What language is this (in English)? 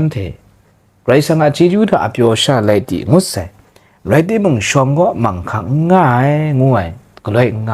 Kachin